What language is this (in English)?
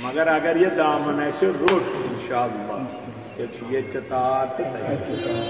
Kashmiri